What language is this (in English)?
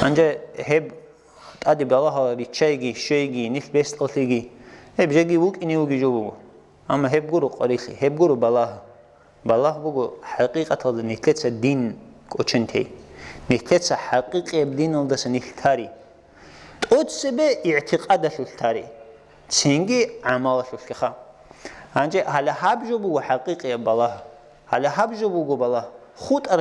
Avaric